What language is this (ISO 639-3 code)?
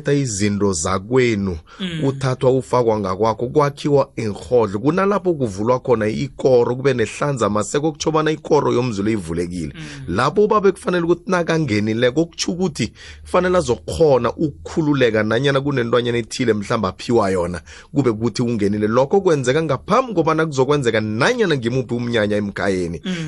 nbl